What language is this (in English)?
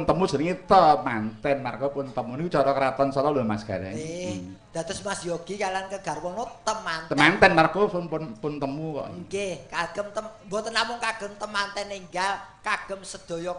Javanese